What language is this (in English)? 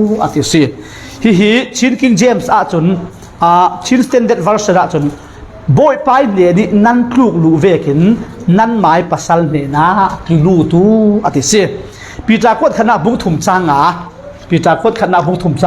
Falam Chin